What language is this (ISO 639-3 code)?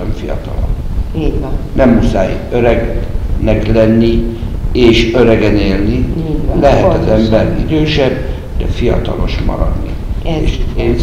hun